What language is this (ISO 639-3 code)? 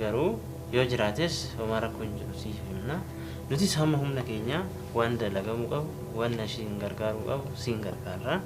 orm